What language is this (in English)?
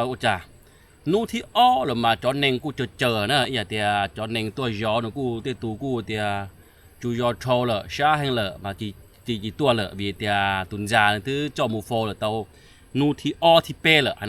Hmong